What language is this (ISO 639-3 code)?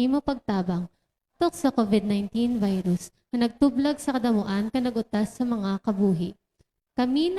hil